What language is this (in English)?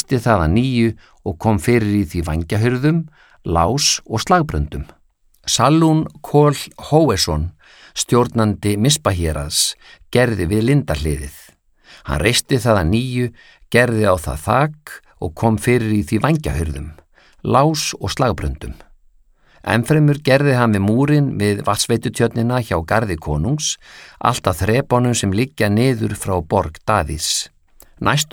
Icelandic